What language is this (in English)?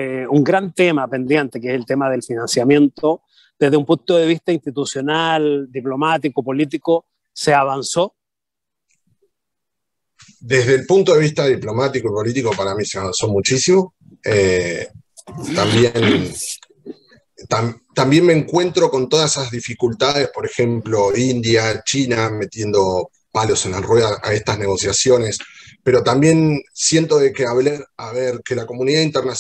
Spanish